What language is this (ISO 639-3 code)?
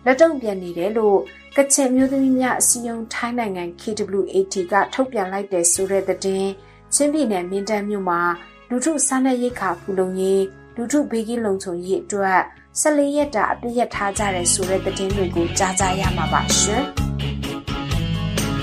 mya